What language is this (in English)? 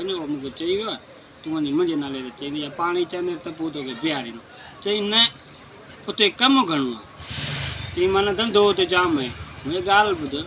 Sindhi